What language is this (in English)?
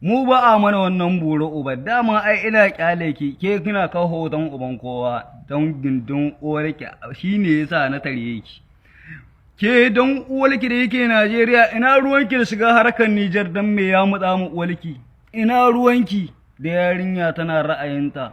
Hausa